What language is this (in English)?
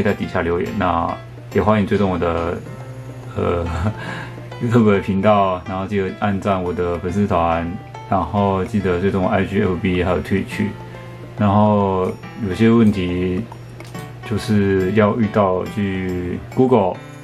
Chinese